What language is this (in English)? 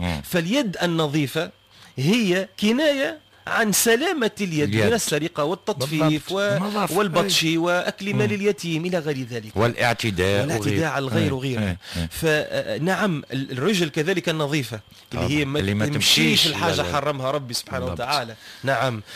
Tunisian Arabic